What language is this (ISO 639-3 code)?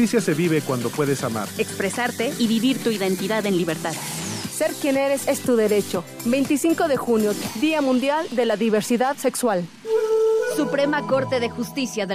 spa